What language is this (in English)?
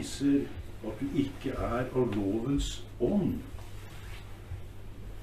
Norwegian